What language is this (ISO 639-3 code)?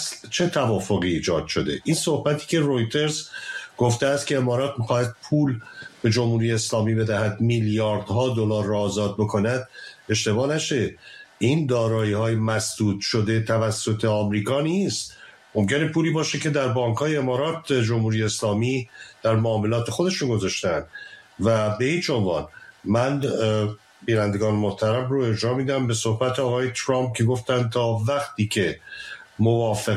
fas